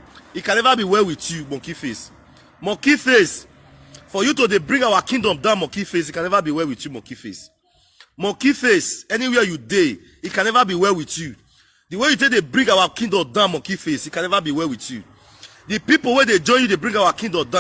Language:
Nigerian Pidgin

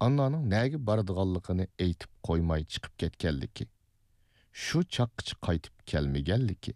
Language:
Uyghur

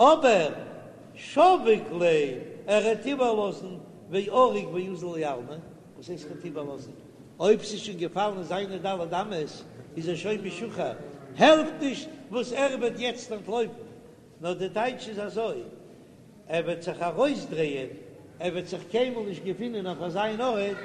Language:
Yiddish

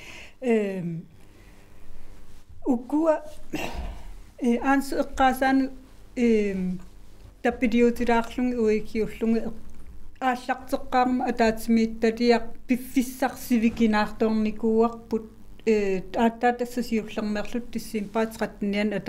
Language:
Kalaallisut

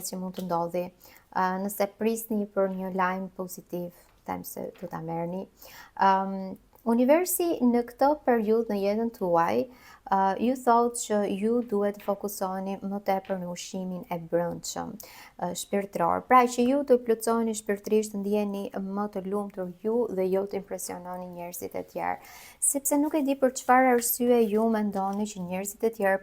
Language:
Albanian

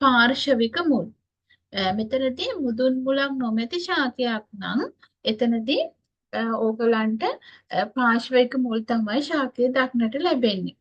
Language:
Sinhala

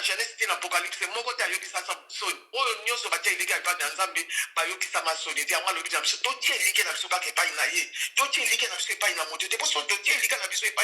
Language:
Lingala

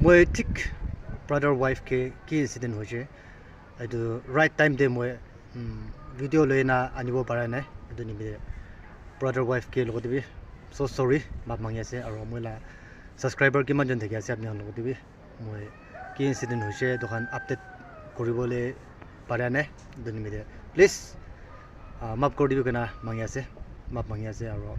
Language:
Naga Pidgin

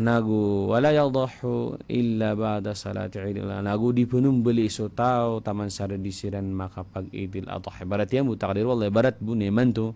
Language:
Maranao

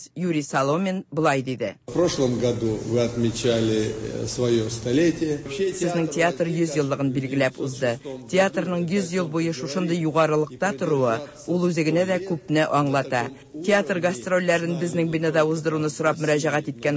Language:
Tatar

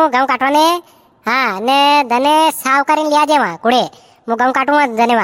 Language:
Rajasthani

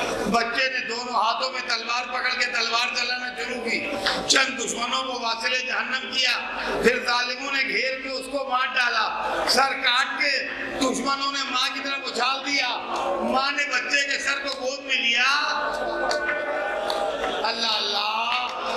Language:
Urdu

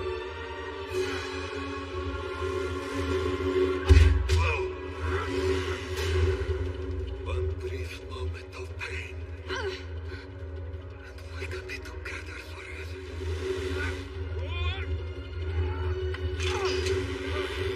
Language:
English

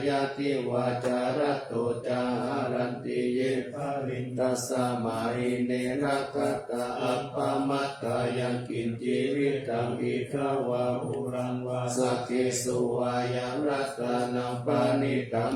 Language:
Pali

